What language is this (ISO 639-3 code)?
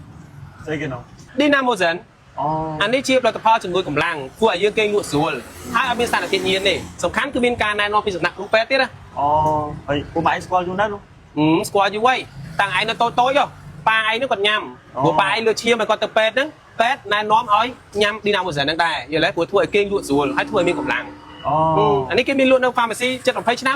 khm